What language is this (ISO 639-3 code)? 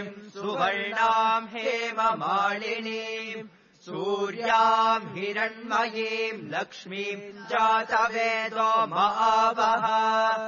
san